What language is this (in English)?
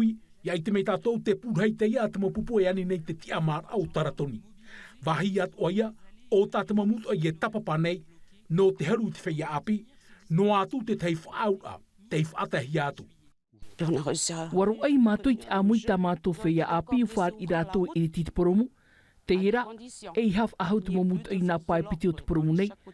Tahitian